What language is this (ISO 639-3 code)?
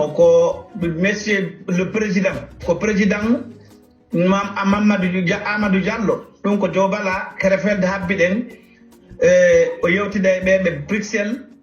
ful